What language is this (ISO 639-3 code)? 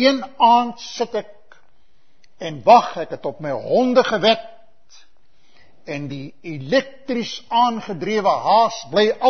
afr